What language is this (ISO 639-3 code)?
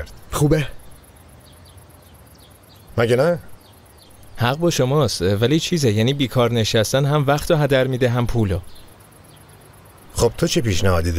fas